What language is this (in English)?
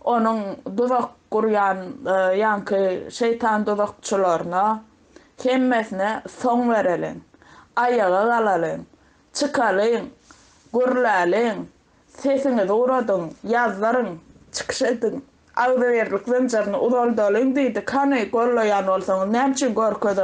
Turkmen